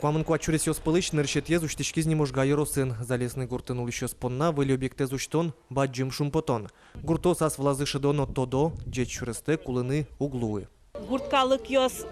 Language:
Udmurt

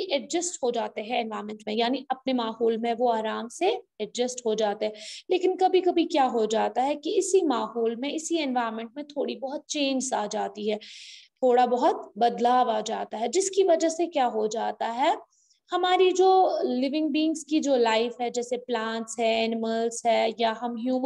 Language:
Hindi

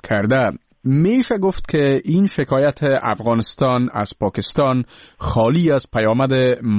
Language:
Persian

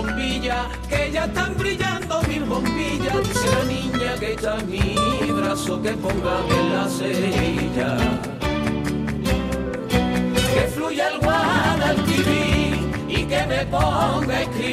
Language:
Spanish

